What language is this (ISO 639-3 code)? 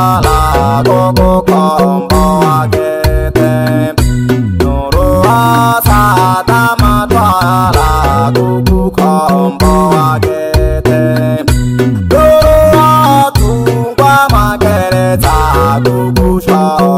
swa